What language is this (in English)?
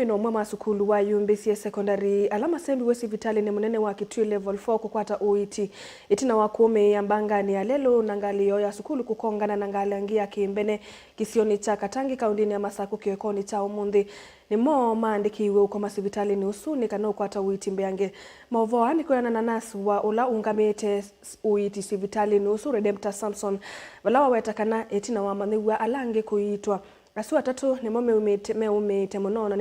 Kamba